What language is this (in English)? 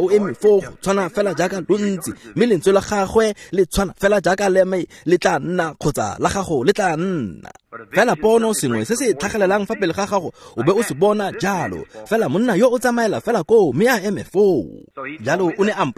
Tswana